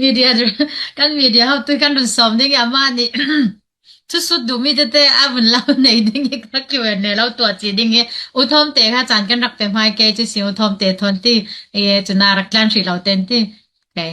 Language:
Falam Chin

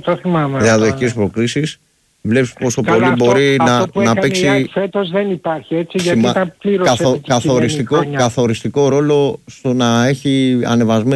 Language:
Greek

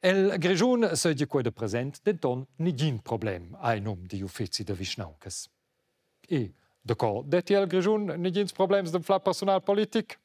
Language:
Romansh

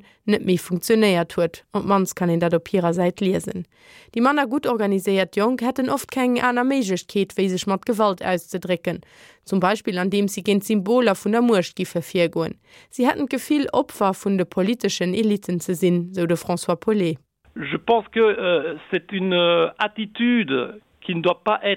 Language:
Luxembourgish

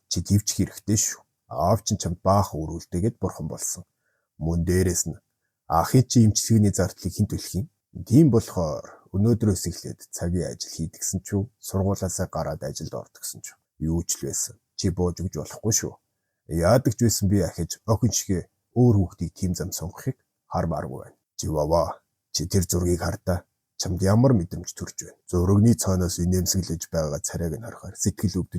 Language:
Mongolian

